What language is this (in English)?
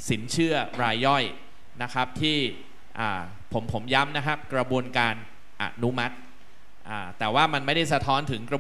Thai